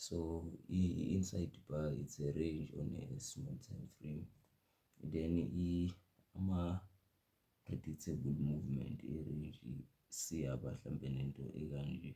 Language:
Zulu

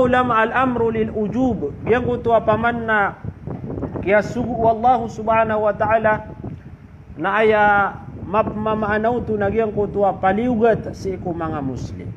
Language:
Maranao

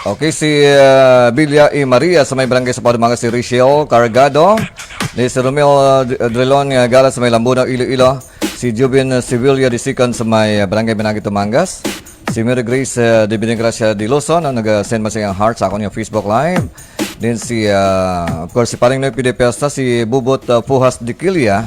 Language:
Hiligaynon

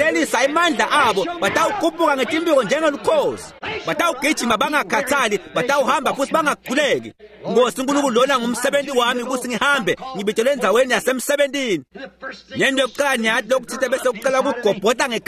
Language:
Swati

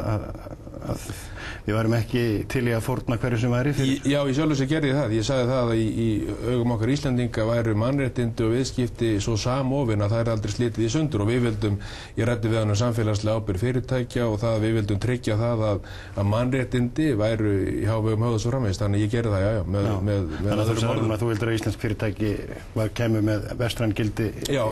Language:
Icelandic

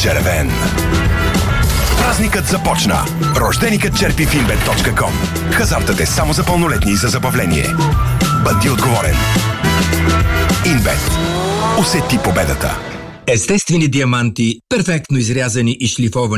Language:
Bulgarian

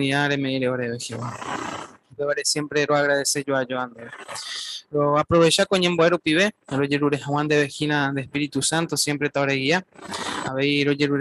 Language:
Guarani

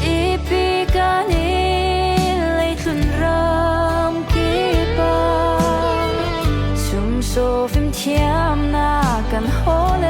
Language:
Falam Chin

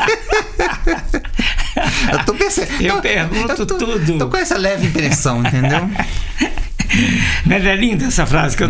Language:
Portuguese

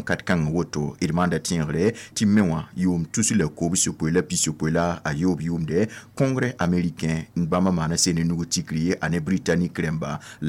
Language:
Mossi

